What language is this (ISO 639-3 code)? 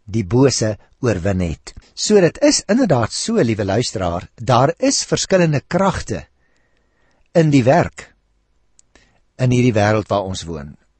afr